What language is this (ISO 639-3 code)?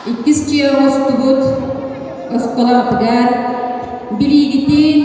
sah